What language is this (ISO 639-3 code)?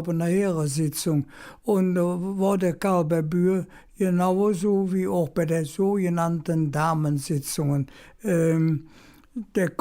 ksh